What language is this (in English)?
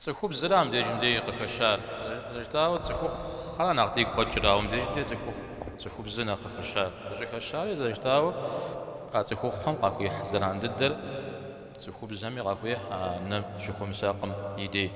Kabardian